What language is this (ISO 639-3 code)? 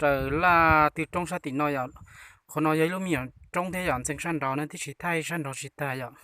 hmn